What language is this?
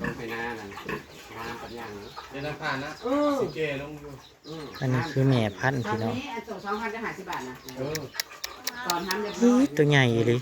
Northeastern Thai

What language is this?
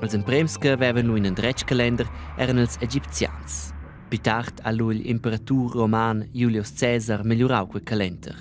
Romansh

